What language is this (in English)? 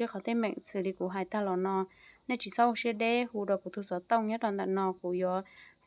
Hmong